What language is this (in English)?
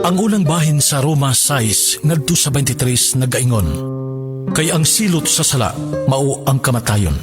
Cebuano